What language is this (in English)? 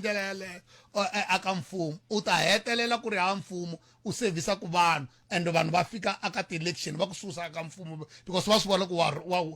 Tsonga